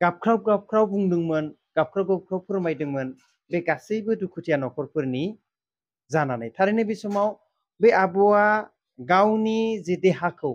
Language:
Bodo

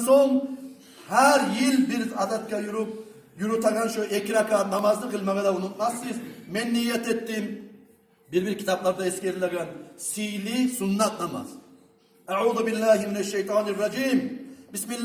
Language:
Kumyk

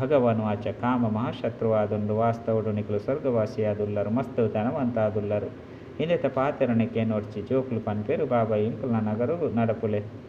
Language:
Tulu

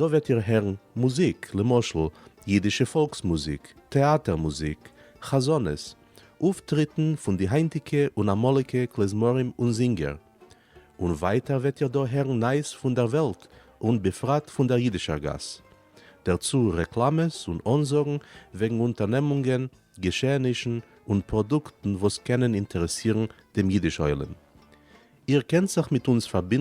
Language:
Yiddish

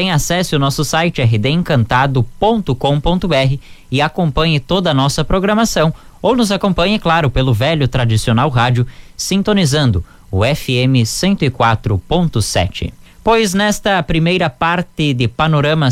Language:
Portuguese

